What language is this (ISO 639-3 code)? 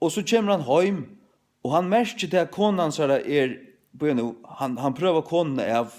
fao